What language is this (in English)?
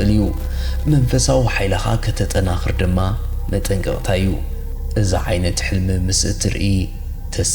Tigrinya